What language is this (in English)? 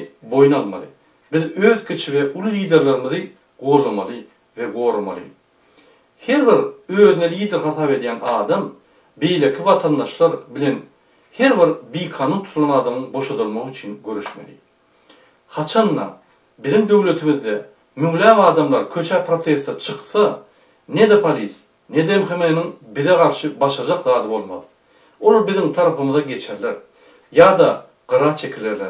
Turkmen